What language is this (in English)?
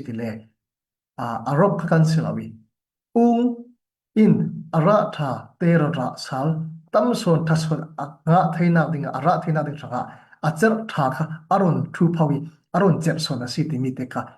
Falam Chin